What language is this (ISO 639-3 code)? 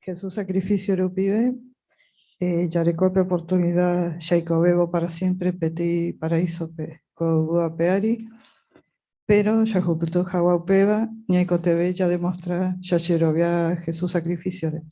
grn